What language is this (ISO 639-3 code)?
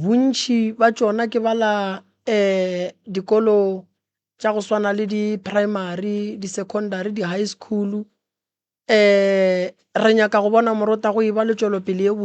nso